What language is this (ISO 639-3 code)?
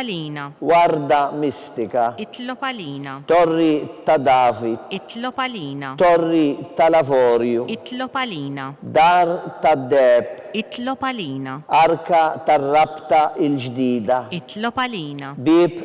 mlt